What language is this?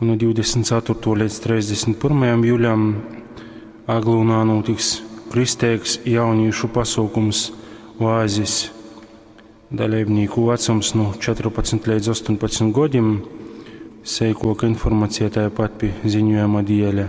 Latgalian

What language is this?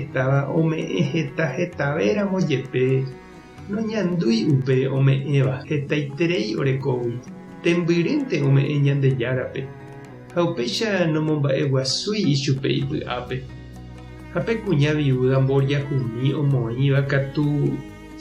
Guarani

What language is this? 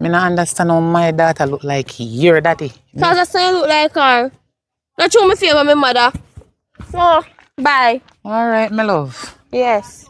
Jamaican Creole English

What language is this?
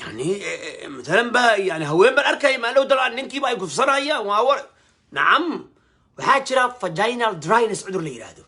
Somali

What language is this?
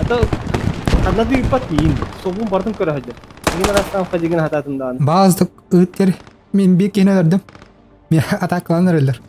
Yakut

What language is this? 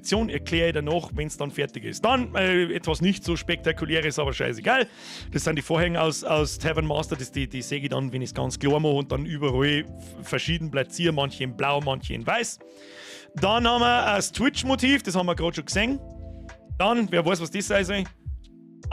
Bavarian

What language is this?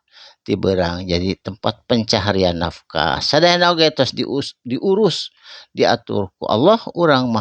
Sundanese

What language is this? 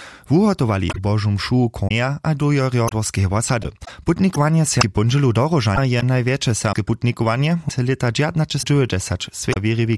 Upper Sorbian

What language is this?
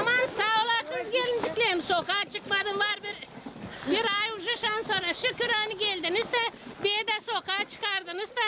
Gagauz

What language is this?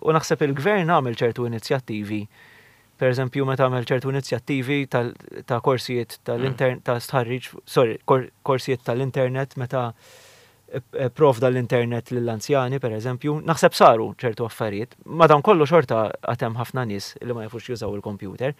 Maltese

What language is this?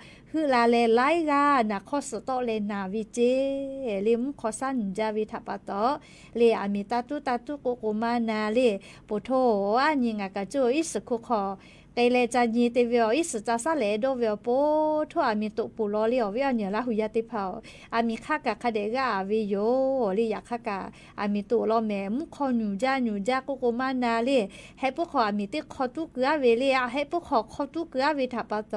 Lahu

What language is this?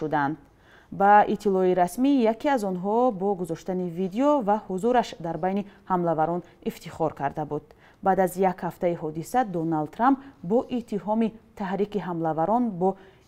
Tajik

